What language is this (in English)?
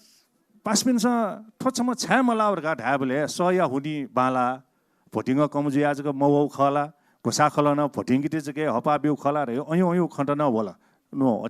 Newari